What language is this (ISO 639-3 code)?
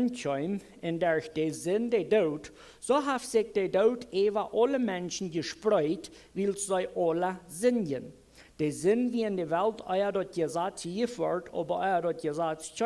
pdt